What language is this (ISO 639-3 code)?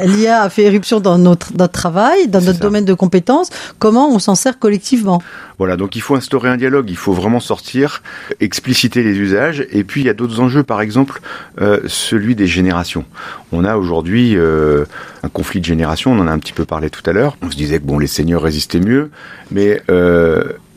fra